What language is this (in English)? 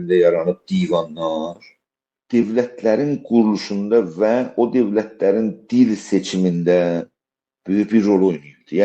South Azerbaijani